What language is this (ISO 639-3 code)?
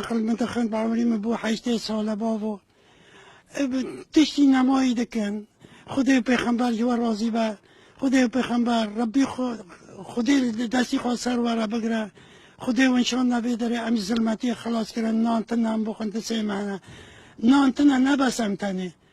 kur